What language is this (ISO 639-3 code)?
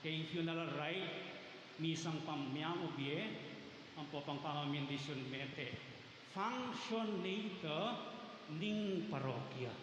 pam